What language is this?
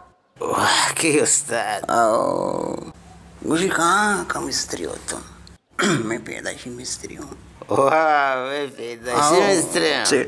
Baluchi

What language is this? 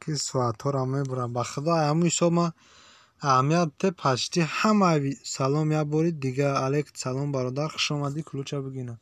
Tajik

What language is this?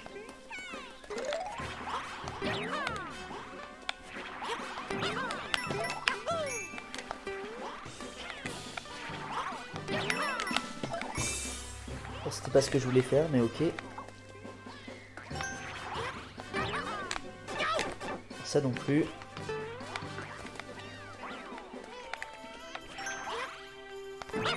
French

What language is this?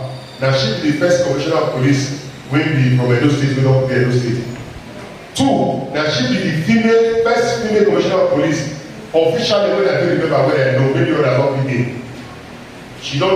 Nigerian Pidgin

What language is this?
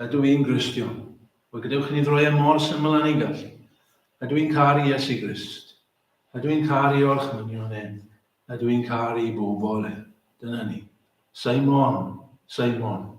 Welsh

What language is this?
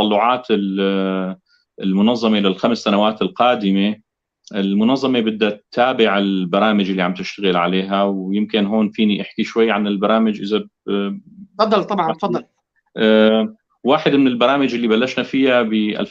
North Levantine Arabic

